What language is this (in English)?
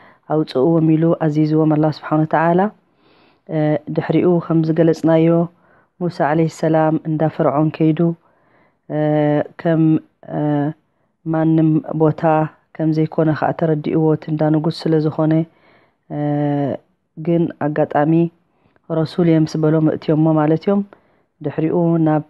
Tigrinya